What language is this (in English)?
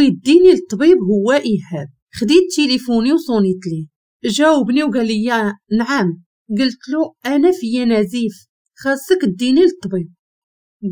Moroccan Arabic